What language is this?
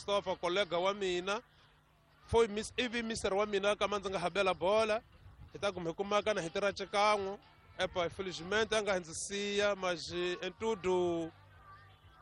Tsonga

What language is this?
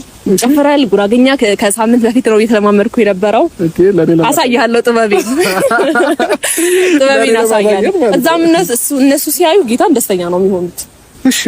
Amharic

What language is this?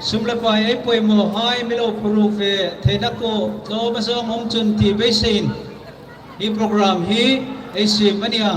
Hmar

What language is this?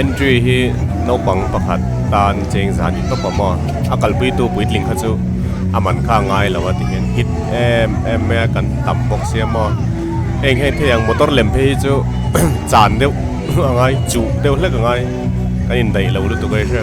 Mizo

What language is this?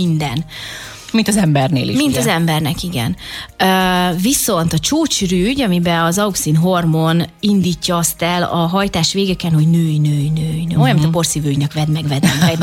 Hungarian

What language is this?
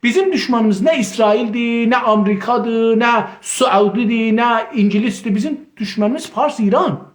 South Azerbaijani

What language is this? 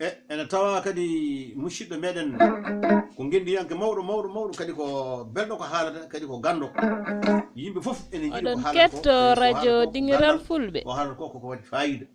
Fula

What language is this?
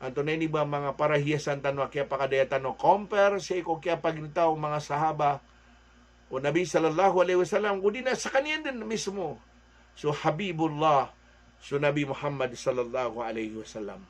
Maranao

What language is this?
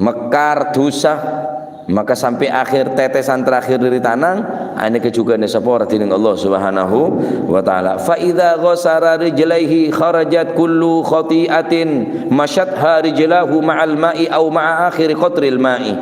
Madurese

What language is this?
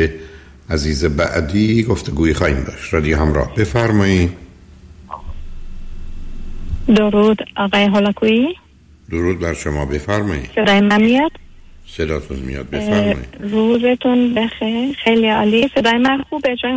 Persian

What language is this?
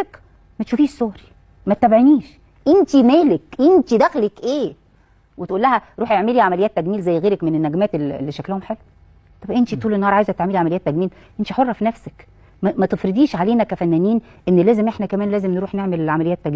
Egyptian Arabic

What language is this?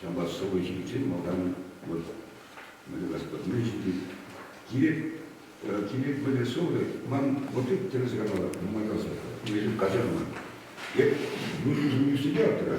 Chuvash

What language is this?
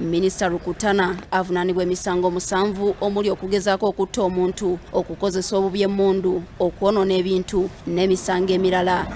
Ganda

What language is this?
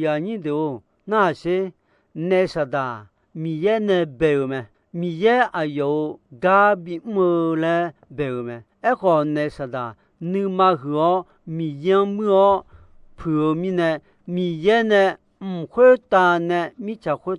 Akha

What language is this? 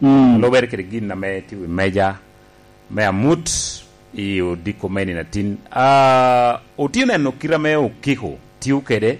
Lango (Uganda)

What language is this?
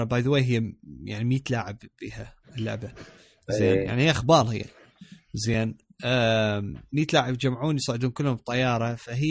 Mesopotamian Arabic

